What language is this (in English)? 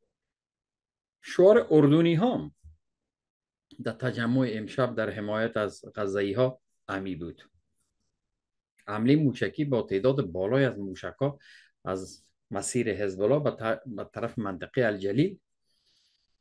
Persian